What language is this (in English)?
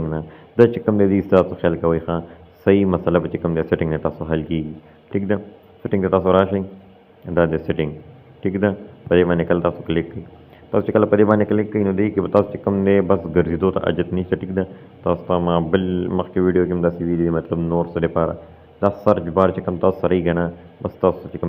Pashto